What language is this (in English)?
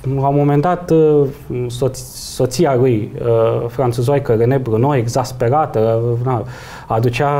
Romanian